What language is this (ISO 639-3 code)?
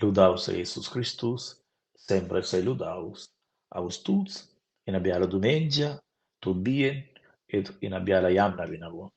roh